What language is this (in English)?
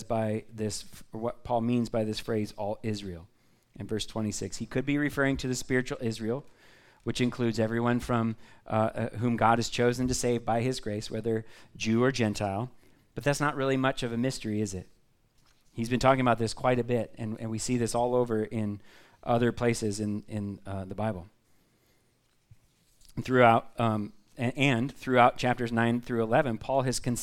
English